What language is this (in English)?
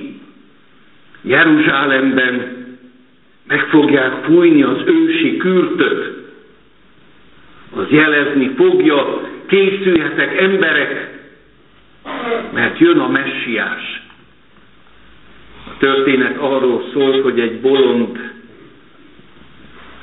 Hungarian